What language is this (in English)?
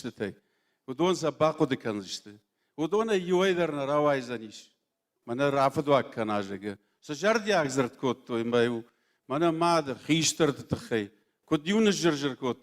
Ossetic